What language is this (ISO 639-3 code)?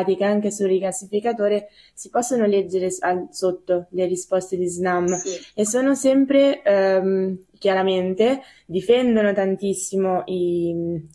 ita